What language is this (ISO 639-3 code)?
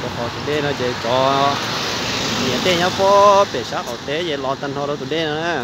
hmn